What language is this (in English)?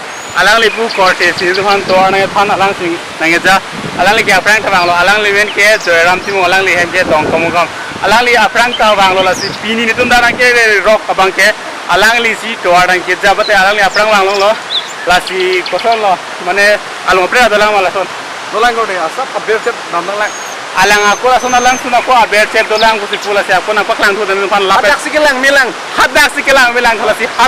Karbi